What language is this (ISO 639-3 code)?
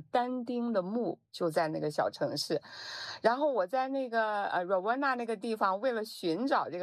zho